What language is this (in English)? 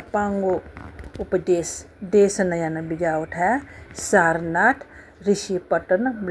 Newari